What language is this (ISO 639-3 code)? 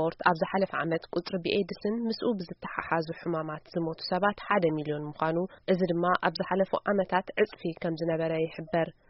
tir